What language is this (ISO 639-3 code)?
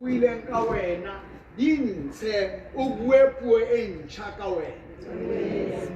sot